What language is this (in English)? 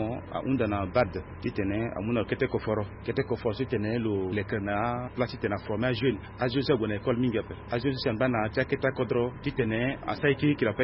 Sango